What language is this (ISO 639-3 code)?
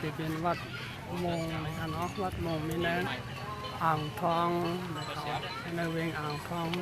shn